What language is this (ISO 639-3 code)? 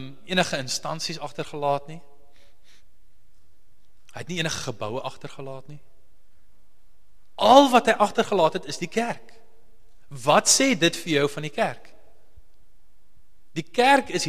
afr